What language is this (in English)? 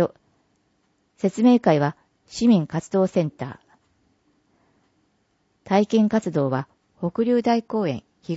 Japanese